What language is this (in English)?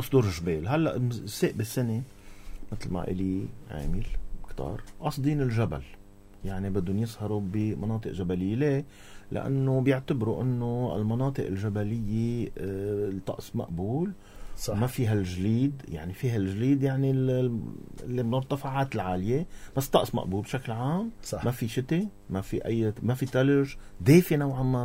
North Levantine Arabic